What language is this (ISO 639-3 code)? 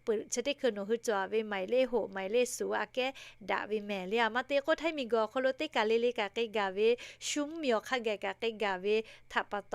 lhu